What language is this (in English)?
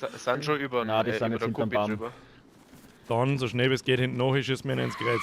Bavarian